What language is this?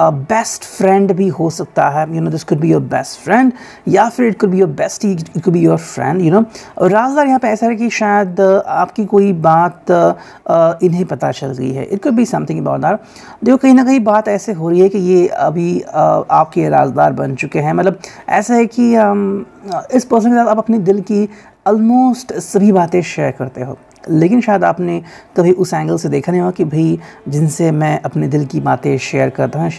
Hindi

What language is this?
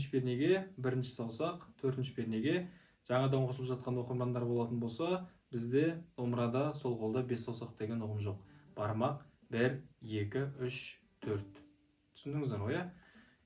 Kazakh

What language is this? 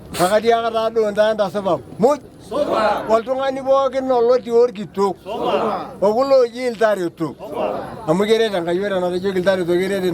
Masai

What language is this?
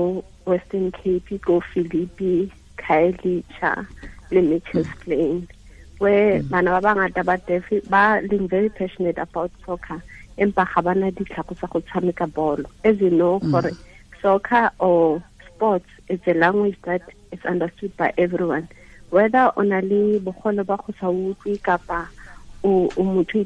Tswana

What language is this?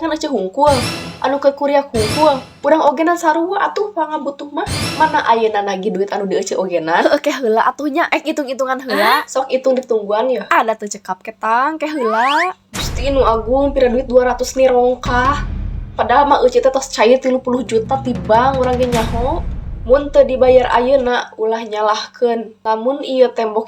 Sundanese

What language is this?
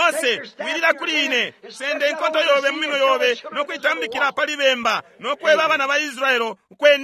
Bemba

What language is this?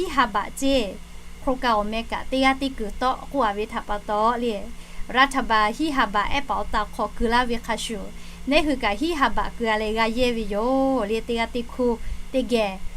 Lahu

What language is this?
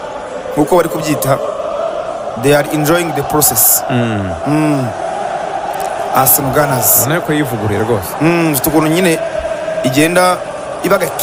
Kinyarwanda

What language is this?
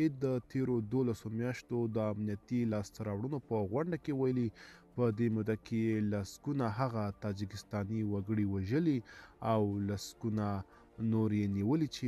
Pashto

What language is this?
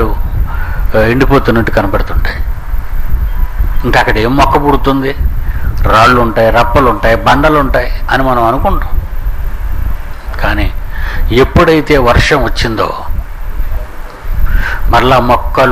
Telugu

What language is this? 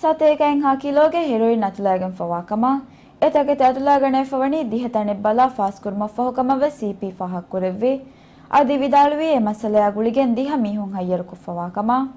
Divehi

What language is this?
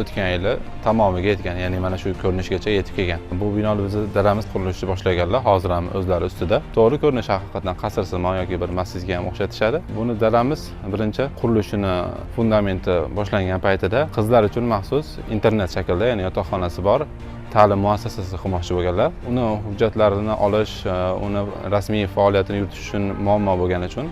Uzbek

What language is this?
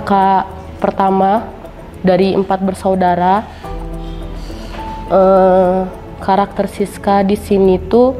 Indonesian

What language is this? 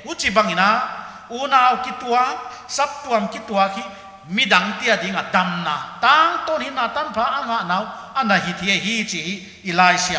Paite Chin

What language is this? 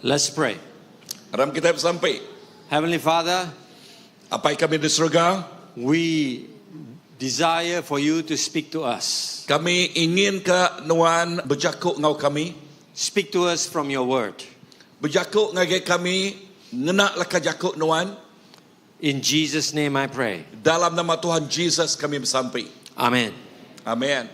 Iban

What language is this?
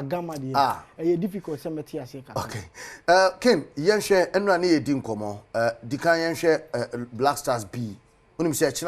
Akan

